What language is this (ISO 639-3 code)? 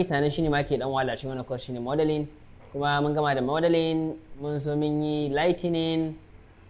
hau